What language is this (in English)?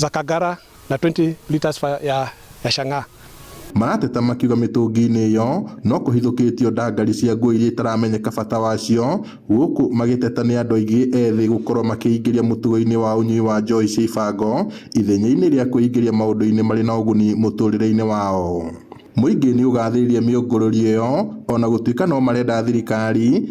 Kikuyu